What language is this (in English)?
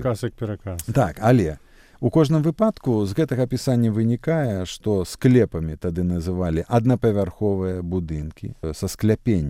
Belarusian